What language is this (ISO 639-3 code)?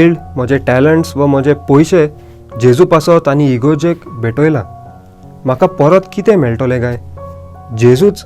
kok